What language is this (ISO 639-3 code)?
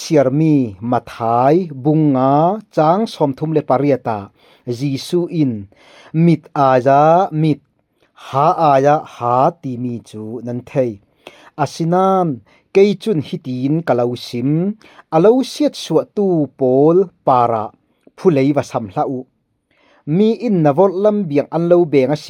cfm